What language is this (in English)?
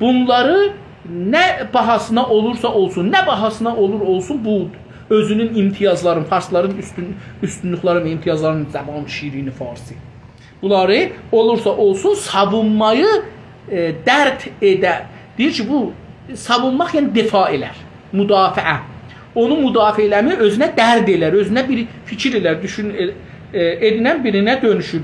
South Azerbaijani